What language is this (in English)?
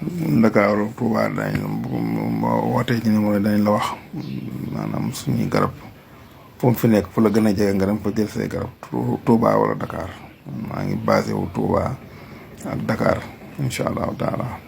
Wolof